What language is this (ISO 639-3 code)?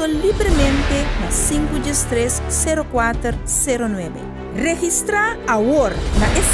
pap